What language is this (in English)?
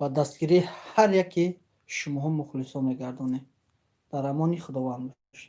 Tajik